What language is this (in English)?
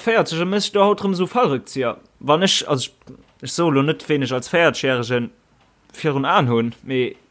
Luxembourgish